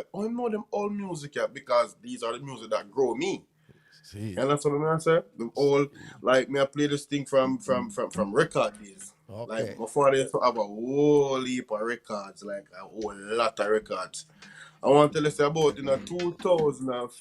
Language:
Jamaican Creole English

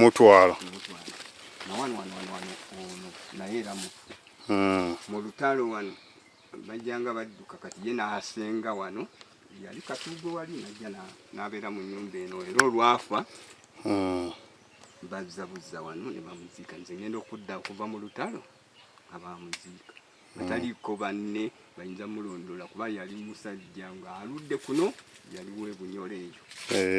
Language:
Ganda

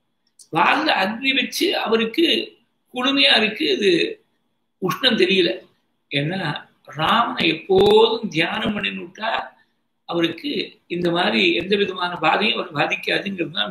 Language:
Tamil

